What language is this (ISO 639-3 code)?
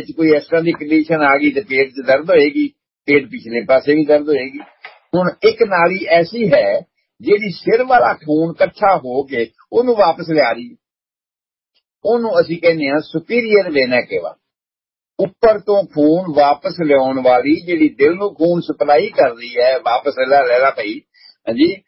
pan